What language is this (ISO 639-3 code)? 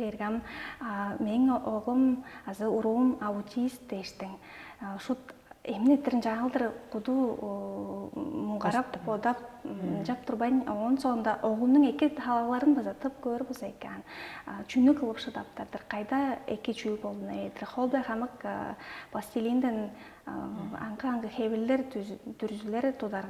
tyv